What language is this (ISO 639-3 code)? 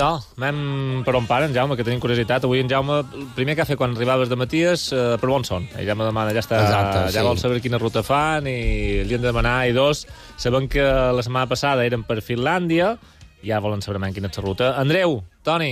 cat